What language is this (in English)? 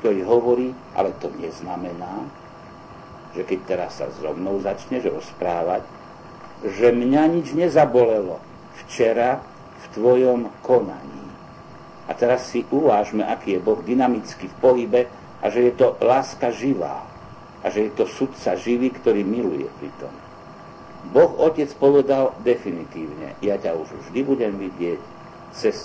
Slovak